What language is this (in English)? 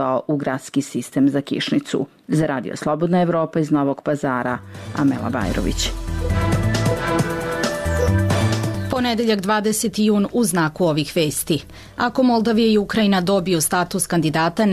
Serbian